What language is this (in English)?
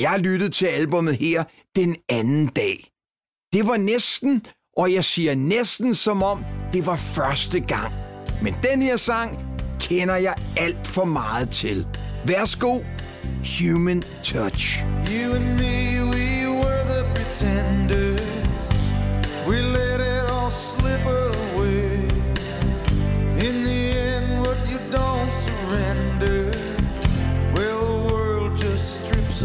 Danish